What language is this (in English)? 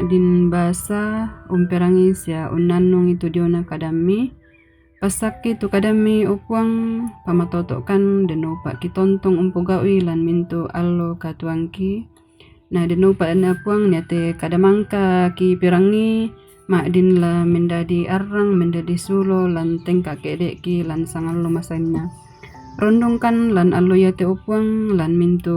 Toraja-Sa'dan